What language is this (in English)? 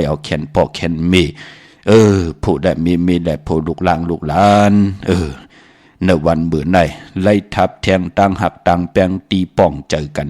Shan